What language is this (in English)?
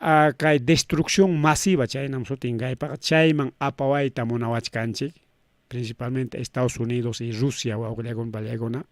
Ayacucho Quechua